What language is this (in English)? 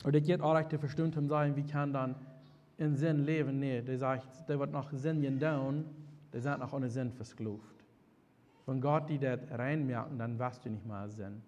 Plautdietsch